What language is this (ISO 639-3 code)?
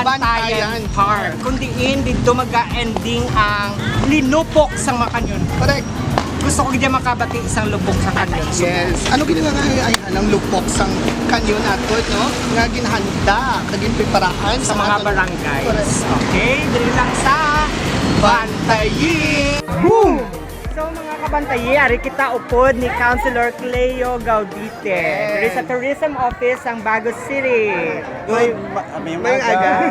hil